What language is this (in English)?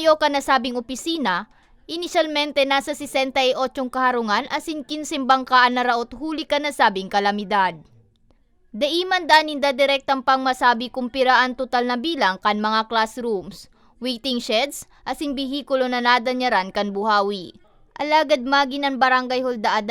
Bikol